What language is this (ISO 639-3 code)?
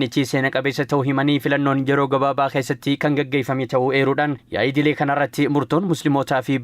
orm